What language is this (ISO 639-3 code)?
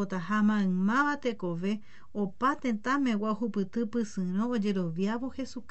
grn